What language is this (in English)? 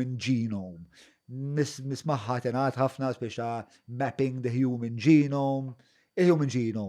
Maltese